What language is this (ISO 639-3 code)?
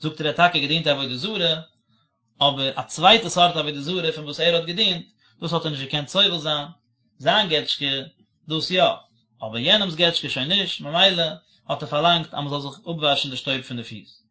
yid